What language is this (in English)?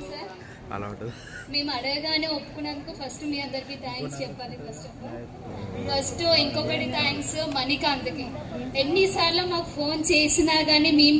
Telugu